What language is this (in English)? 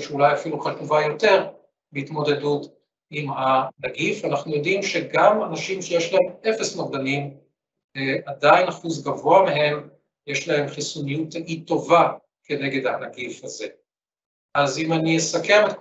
Hebrew